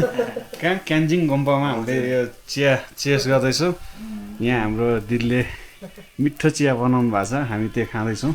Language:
Nepali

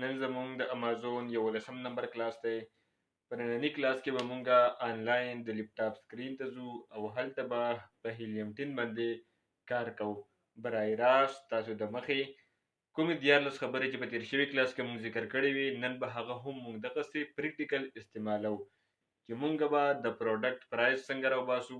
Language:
Pashto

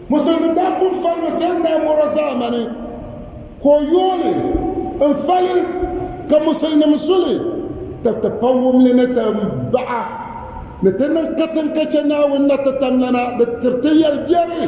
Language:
Dagbani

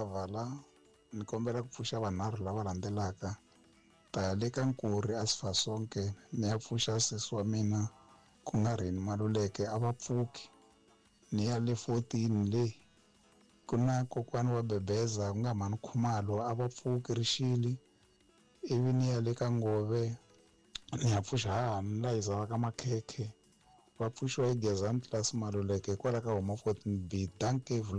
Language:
Tsonga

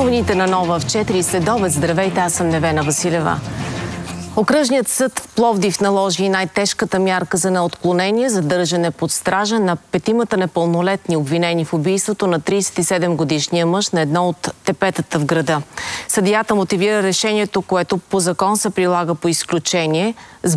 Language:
Bulgarian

